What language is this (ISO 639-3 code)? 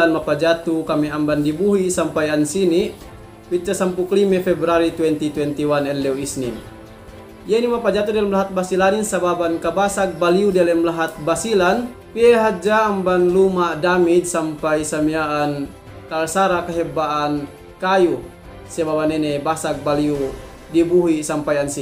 yka